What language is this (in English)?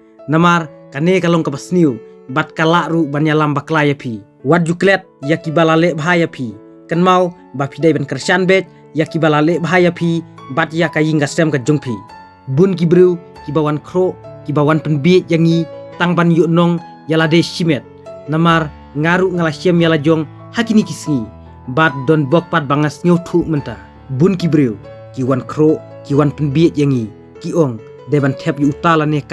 Khasi